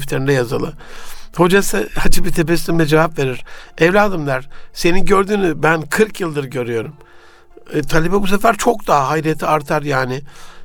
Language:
Turkish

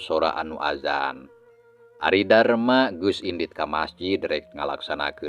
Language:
Sundanese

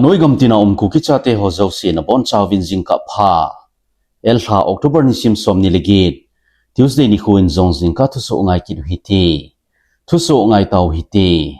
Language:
Thado Chin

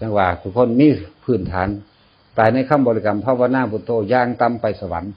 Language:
Northeastern Thai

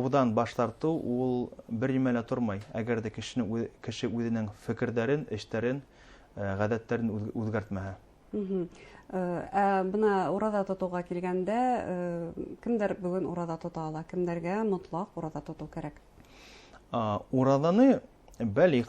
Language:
Bashkir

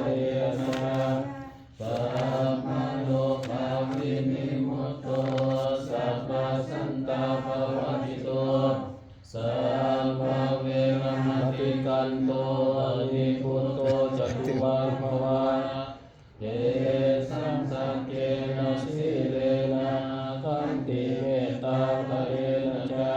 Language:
Pali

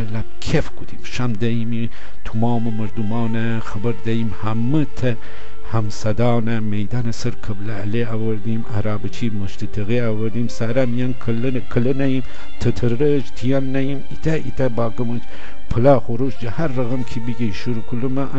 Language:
Gilaki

